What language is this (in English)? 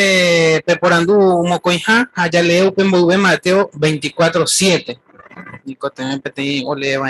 Guarani